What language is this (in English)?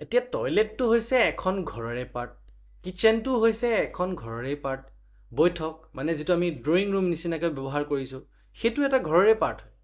Assamese